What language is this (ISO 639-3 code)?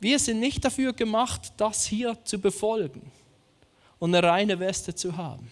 gsw